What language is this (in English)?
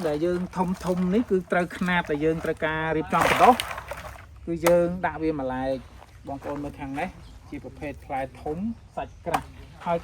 Khmer